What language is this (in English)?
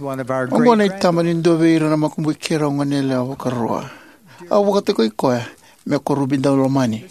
Fijian